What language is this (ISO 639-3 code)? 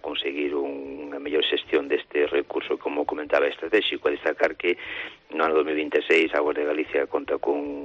glg